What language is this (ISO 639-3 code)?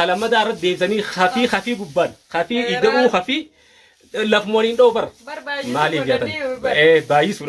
orm